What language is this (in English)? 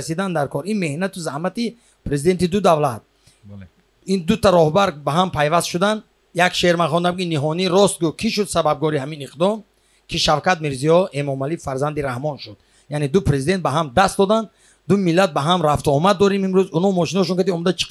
Tajik